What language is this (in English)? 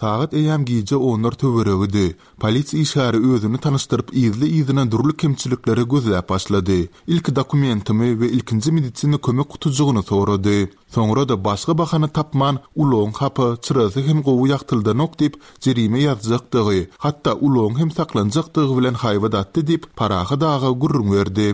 Turkmen